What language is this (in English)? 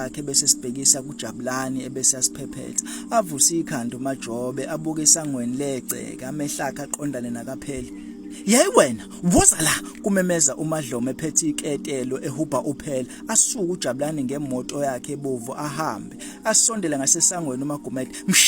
Zulu